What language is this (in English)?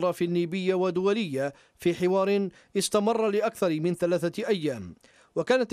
Arabic